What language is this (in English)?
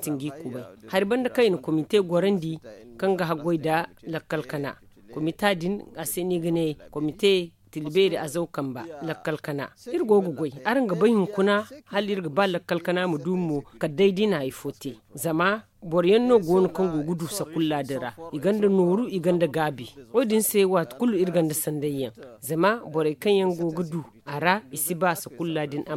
Zarma